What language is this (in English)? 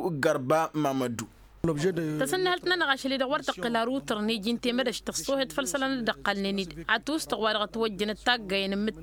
Tamasheq